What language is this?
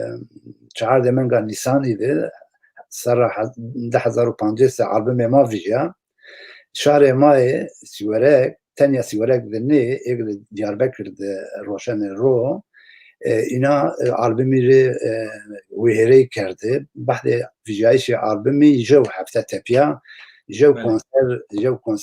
Zaza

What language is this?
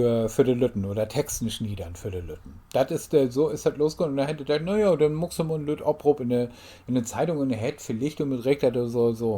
Low German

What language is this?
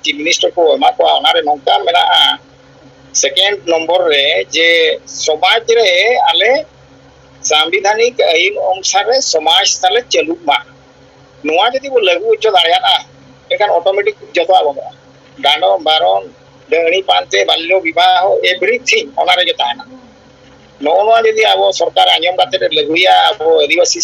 Santali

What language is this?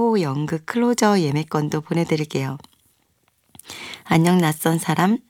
Korean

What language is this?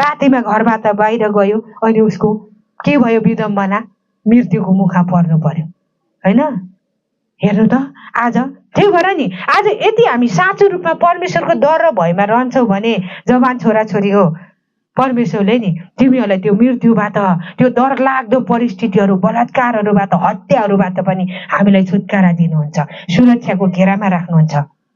Nepali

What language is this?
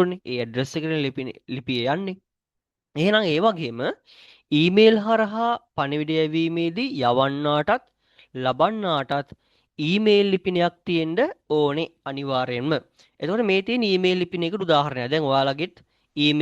Sinhala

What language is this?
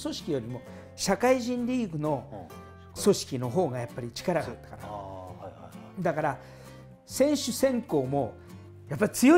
Japanese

